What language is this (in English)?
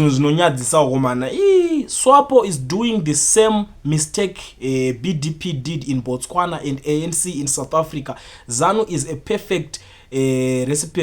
Shona